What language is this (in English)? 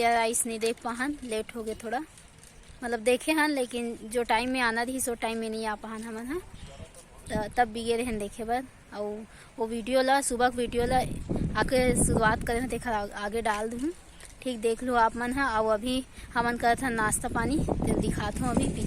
Chhattisgarhi